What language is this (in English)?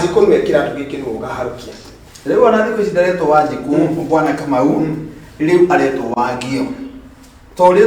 Kikuyu